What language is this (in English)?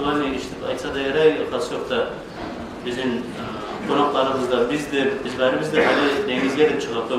Kumyk